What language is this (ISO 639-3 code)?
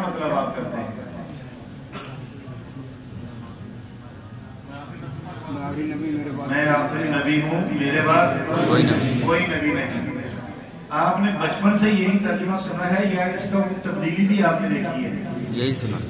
urd